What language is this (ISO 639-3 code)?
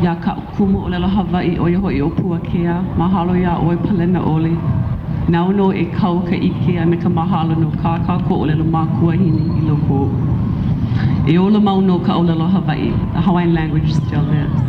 haw